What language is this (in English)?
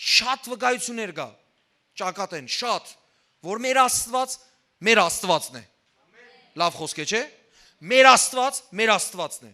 Western Armenian